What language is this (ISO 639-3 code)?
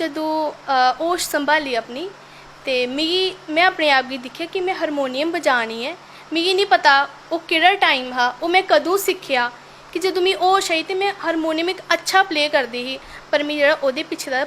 doi